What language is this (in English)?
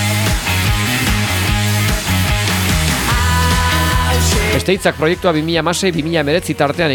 Basque